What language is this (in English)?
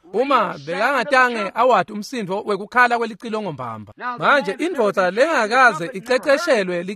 Swati